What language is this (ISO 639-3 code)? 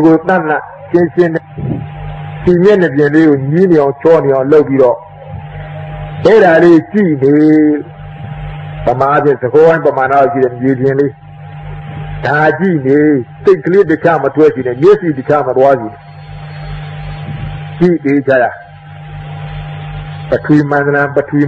mya